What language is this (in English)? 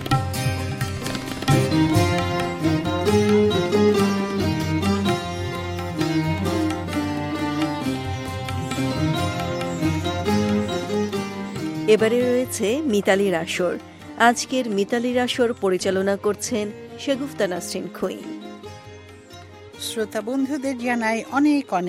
Bangla